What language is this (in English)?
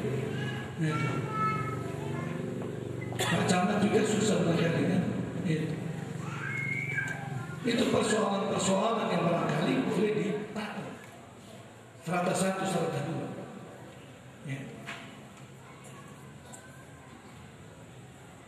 Indonesian